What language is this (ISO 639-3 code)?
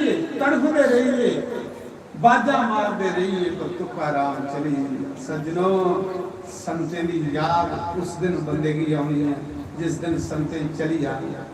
doi